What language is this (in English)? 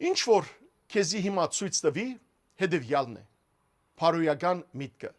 Western Armenian